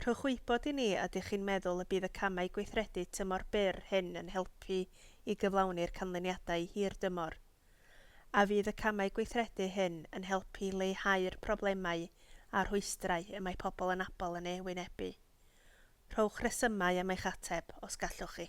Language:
Welsh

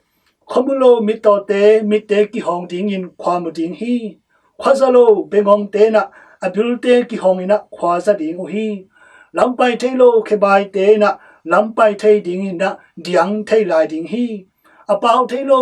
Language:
Tedim Chin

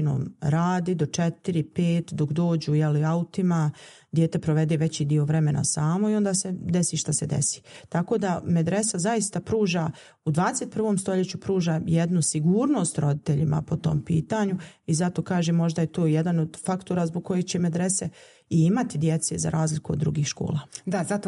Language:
Bosnian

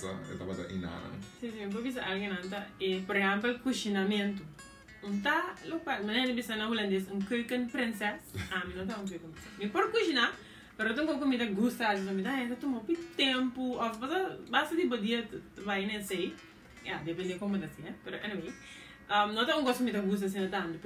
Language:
Papiamento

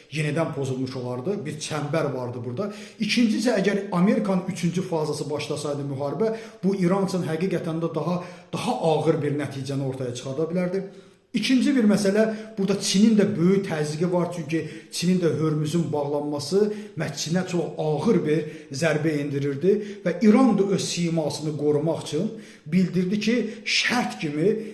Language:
Azerbaijani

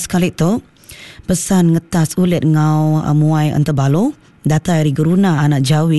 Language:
Iban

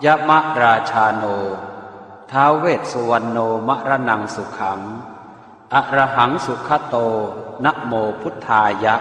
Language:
Pali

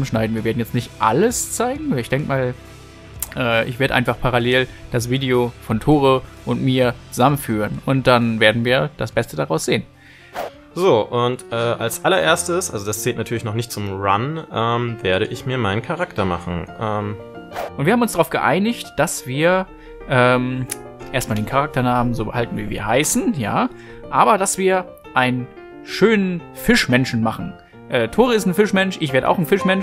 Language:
German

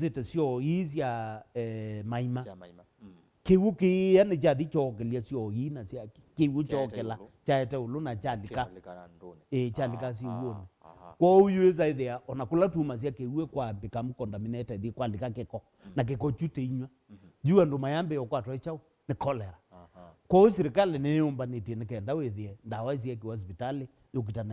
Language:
Kamba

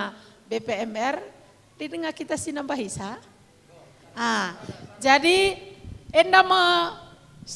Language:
Batak Karo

